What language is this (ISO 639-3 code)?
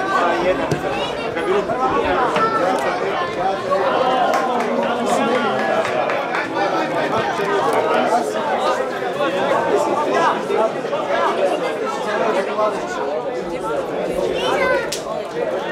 hrv